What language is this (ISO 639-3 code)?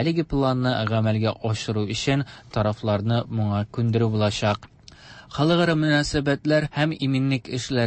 tat